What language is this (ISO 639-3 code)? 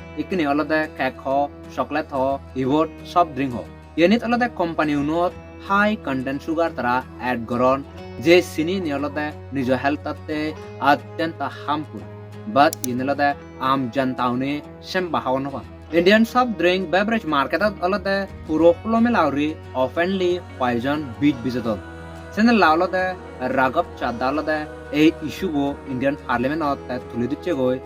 ccp